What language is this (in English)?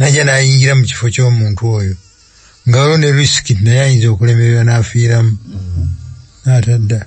Ganda